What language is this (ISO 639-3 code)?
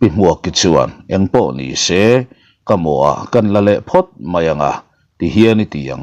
lus